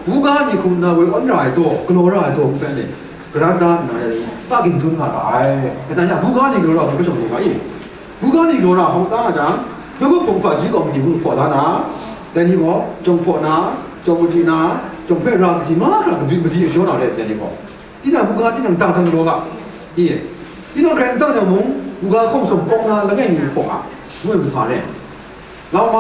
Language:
Kachin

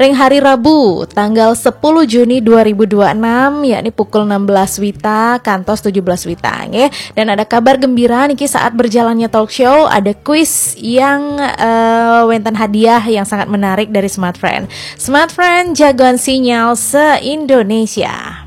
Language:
Balinese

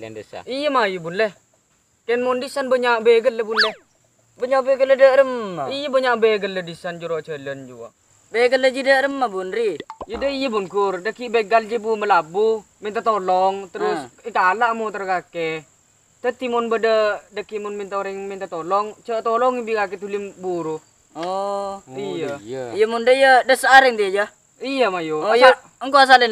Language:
Madurese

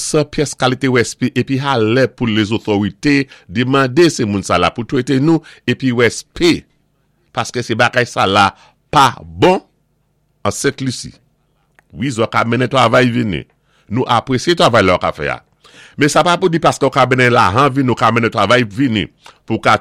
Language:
Saint Lucian Creole French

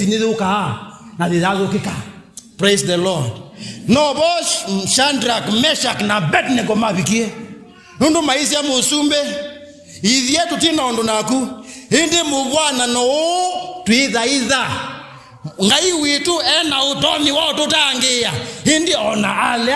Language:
Kamba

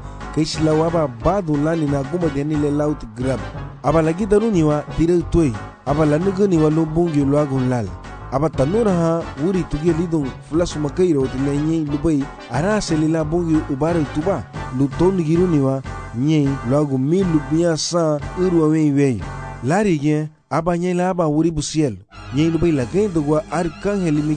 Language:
Garifuna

